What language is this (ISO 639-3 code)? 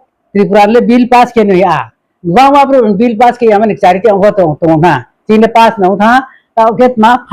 ria